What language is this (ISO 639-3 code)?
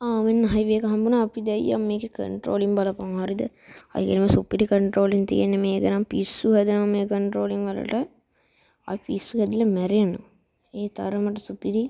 sin